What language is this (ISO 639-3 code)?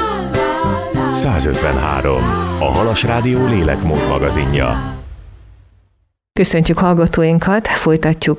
hun